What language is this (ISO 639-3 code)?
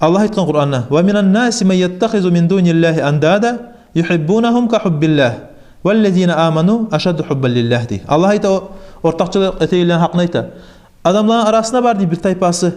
kum